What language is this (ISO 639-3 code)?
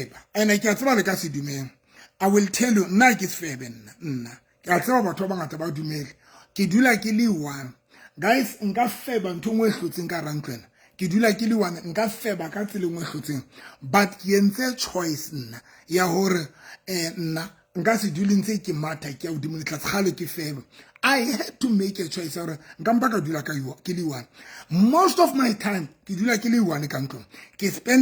sot